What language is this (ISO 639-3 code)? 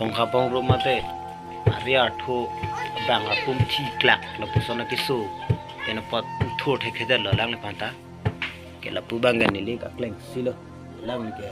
mjw